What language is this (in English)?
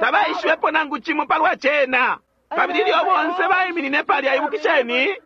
Bemba